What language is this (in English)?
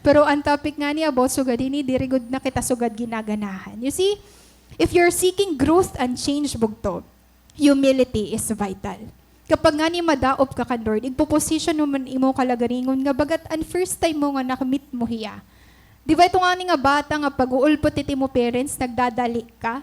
Waray